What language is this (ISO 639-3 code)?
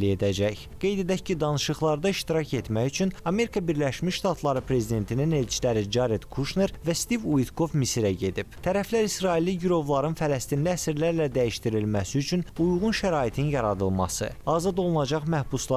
aze